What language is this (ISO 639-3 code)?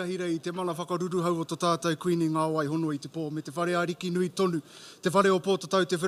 mri